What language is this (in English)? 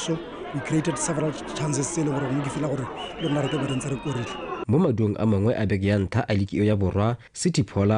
Tswana